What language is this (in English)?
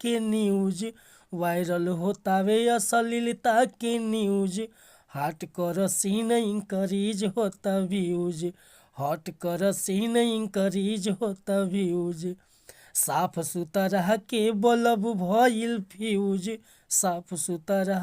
Bhojpuri